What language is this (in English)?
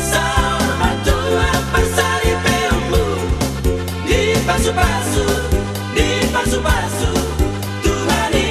Batak Toba